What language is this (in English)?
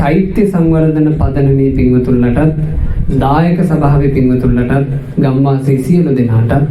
Sinhala